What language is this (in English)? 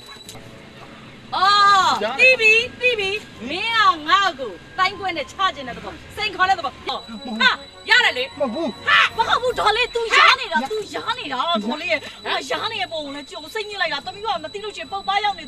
Burmese